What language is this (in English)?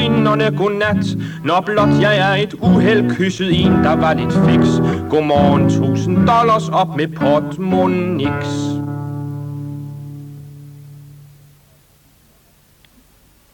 Danish